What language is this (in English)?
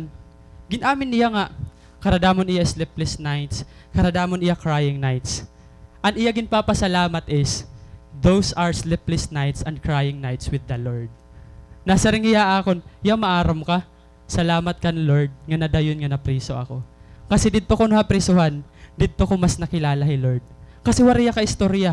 Waray